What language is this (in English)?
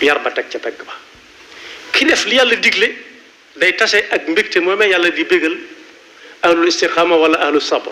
Wolof